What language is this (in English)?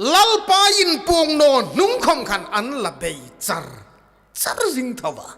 Hmar